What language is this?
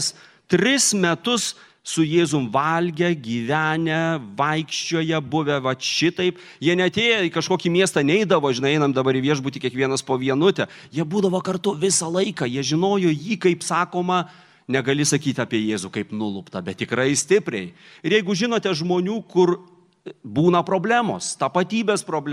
Lithuanian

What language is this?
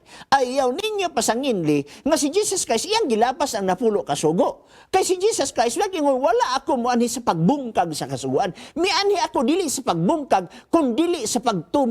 Cebuano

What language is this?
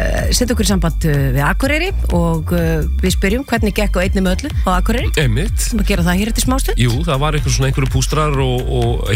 Icelandic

